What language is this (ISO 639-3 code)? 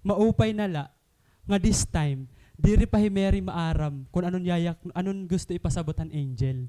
war